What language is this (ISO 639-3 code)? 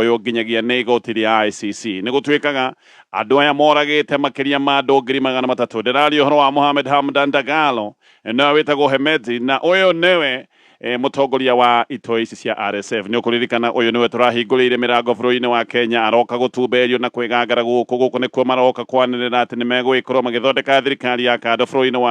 kik